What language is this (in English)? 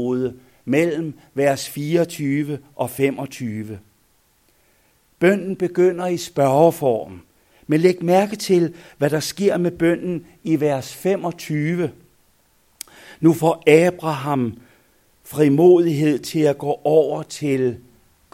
Danish